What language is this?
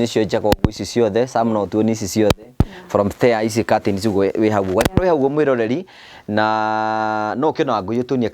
Kikuyu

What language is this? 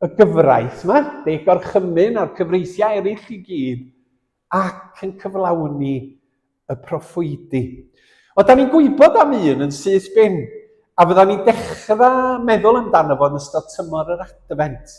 Welsh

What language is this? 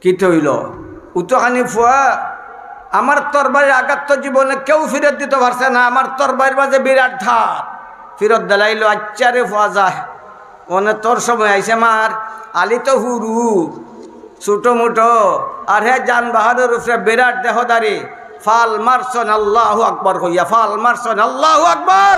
Sylheti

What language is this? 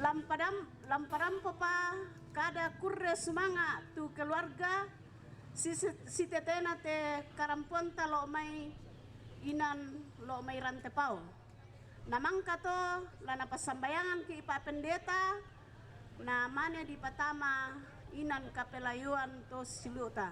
Toraja-Sa'dan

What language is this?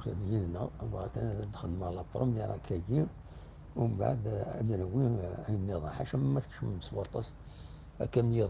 Kabyle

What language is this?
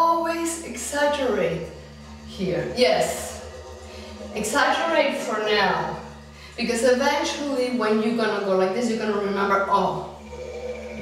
English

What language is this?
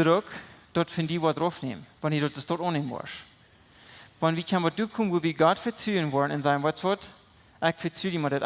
Plautdietsch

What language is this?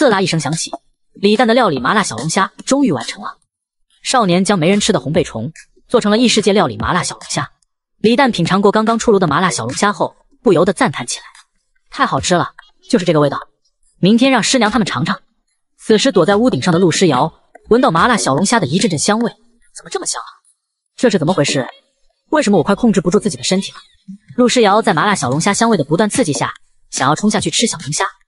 Chinese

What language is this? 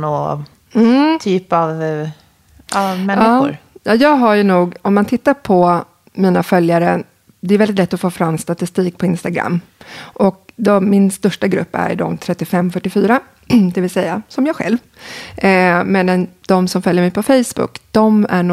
Swedish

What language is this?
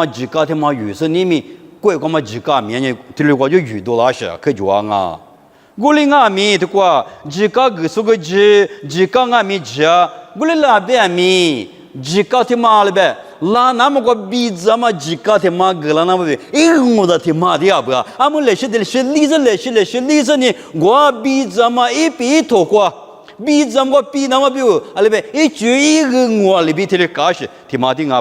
Lisu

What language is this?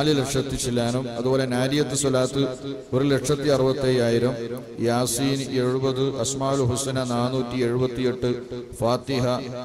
Malayalam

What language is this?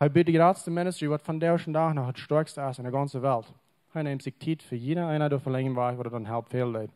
Plautdietsch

